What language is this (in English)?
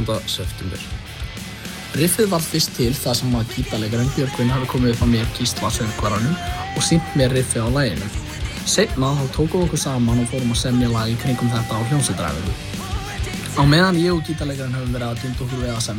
Icelandic